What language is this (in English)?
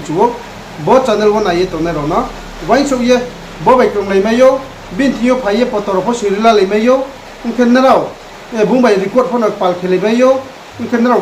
Riang (India)